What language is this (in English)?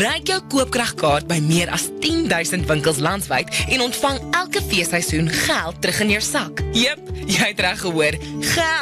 Afrikaans